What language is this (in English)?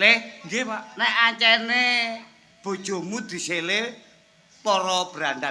Javanese